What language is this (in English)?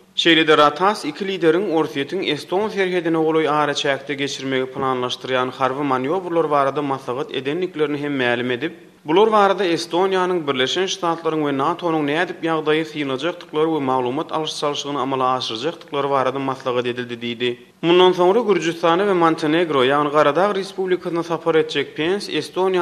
Turkmen